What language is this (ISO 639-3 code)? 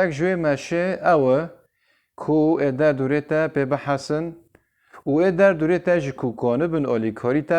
kur